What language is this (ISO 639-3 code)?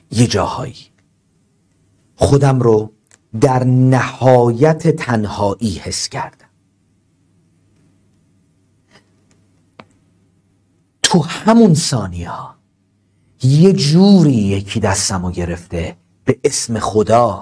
fas